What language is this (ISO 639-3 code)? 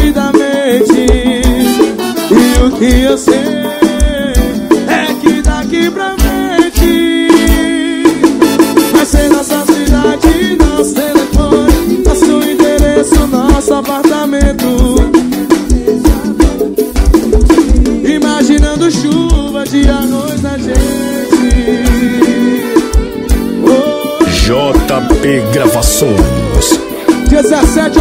por